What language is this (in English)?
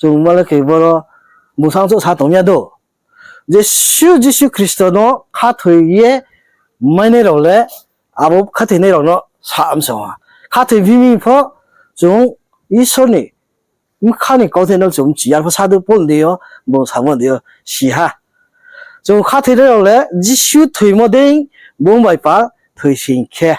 Riang (India)